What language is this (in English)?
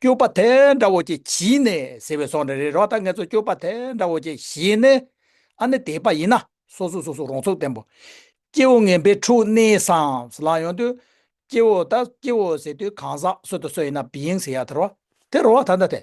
Tibetan